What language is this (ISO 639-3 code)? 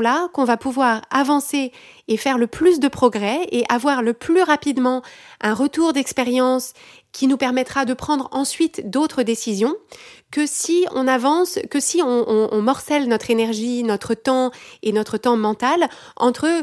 fra